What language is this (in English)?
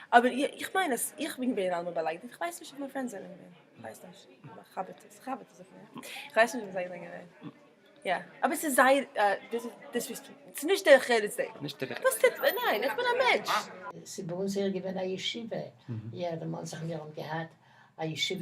Yiddish